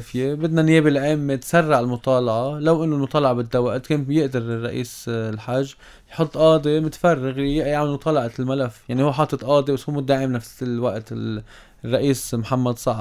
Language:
North Levantine Arabic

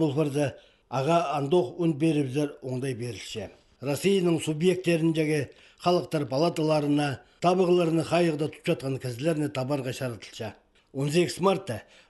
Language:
Khakas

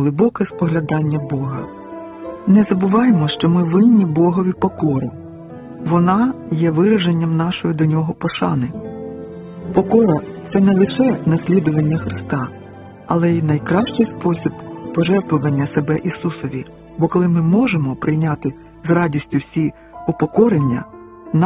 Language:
Ukrainian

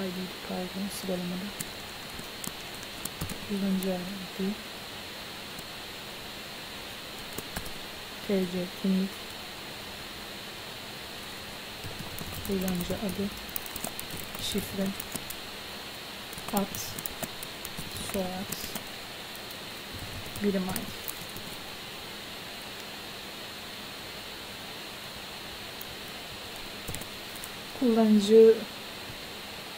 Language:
Turkish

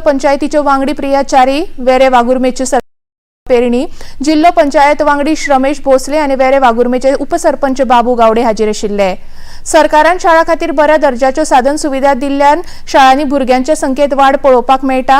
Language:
Konkani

